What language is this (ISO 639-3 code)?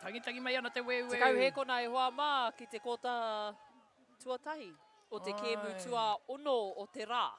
mri